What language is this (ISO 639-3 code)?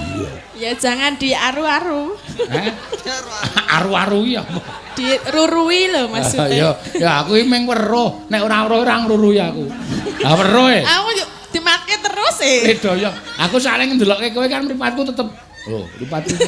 jav